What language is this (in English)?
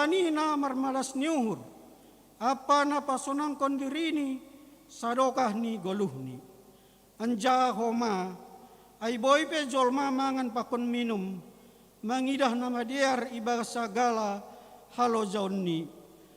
Batak Simalungun